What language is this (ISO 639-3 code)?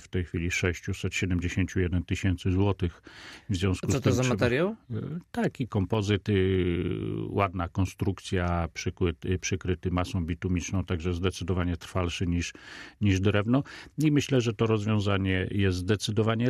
pol